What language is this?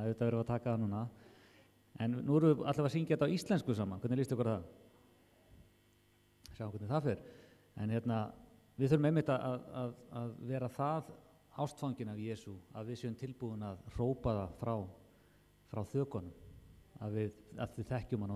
Icelandic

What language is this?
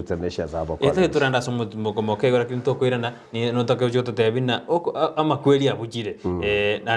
Gusii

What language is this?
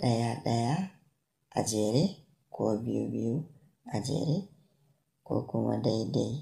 Hausa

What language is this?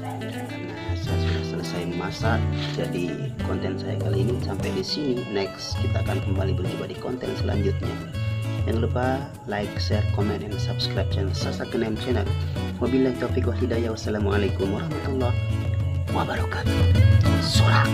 Sasak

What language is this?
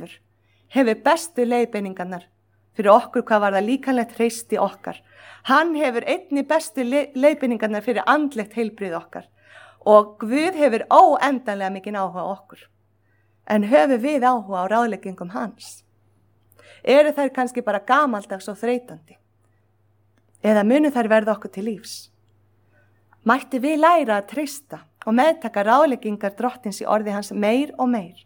Icelandic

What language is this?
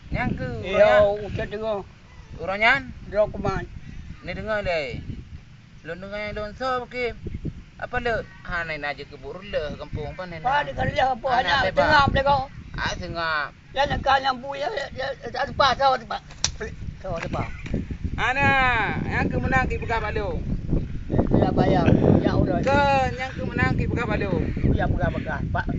Achinese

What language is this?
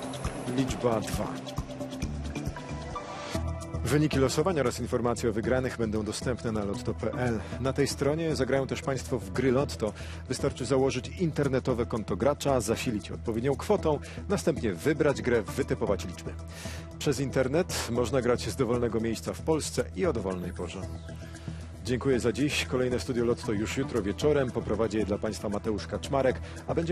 Polish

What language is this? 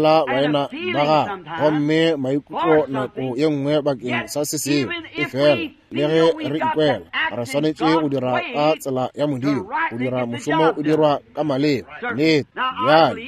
Northern Sotho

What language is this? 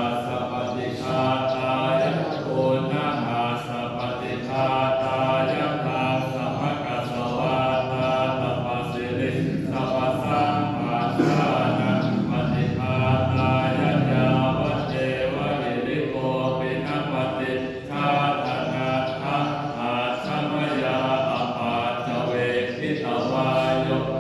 Pali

